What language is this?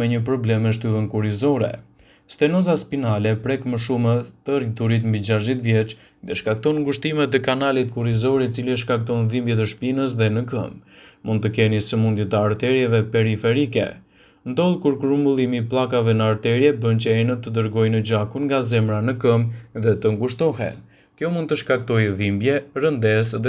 Albanian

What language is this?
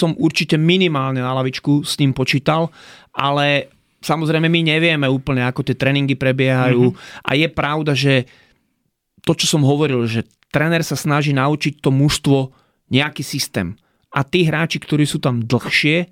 Slovak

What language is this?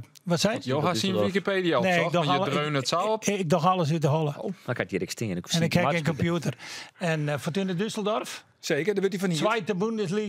Western Frisian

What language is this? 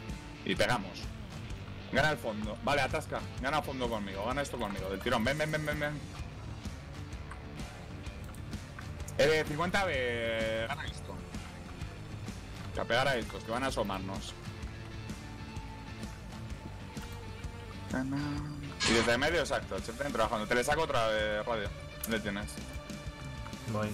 Spanish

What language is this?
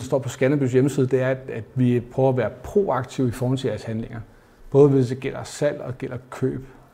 Danish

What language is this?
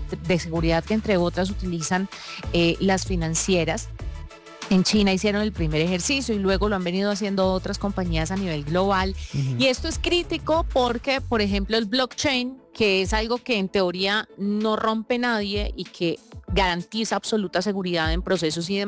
Spanish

